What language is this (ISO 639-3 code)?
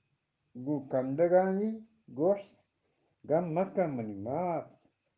bgp